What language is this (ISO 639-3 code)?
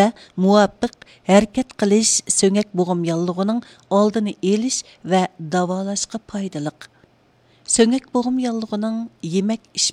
uig